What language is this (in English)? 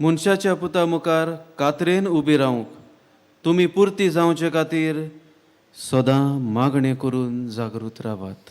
Konkani